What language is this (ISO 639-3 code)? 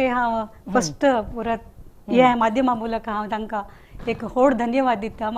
kok